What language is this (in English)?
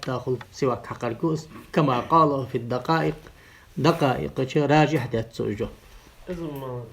Ingush